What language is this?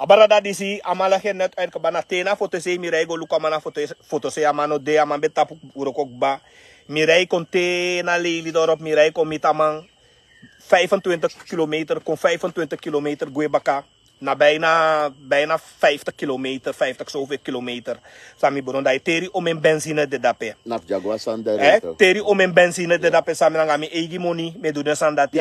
Sranan Tongo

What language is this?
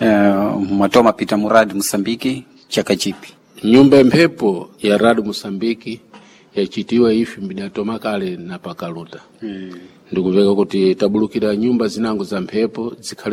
Sena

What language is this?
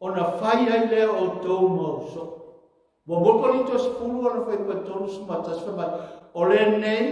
Samoan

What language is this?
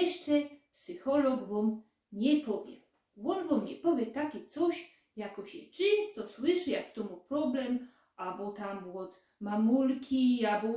Silesian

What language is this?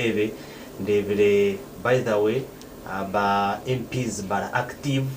Nyankole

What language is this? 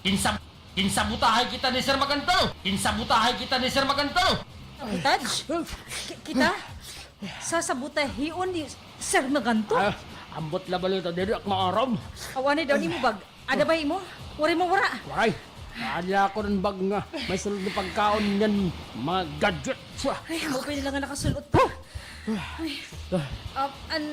Waray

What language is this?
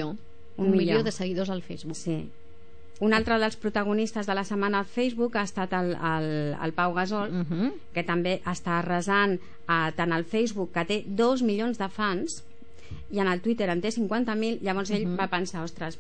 Catalan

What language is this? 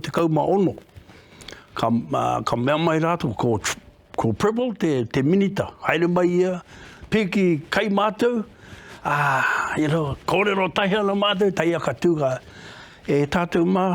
Māori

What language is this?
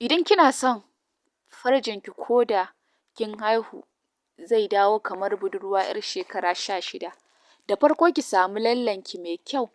Hausa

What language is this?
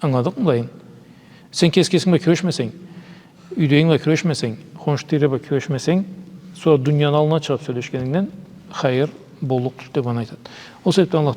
Karachay-Balkar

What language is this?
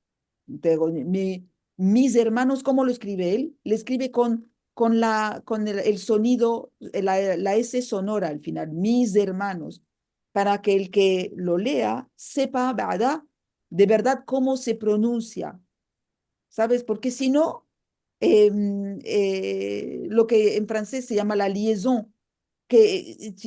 Ladino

